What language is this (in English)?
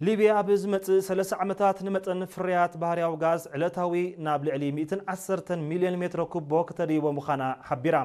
Tigrinya